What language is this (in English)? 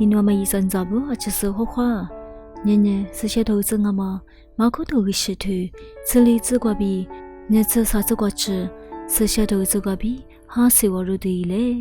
Lisu